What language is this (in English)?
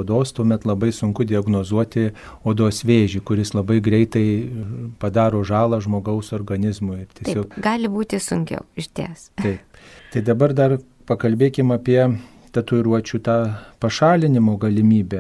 Lithuanian